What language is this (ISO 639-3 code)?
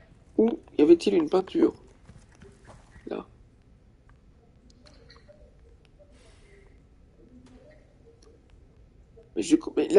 fra